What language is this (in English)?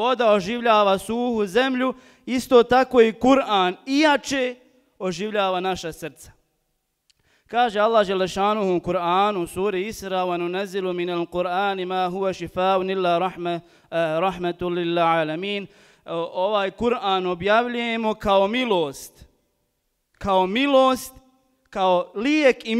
Bosnian